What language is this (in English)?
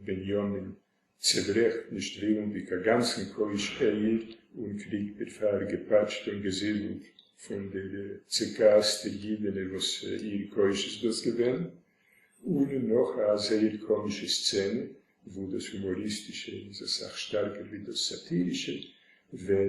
Yiddish